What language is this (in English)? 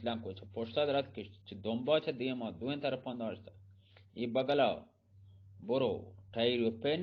Eastern Balochi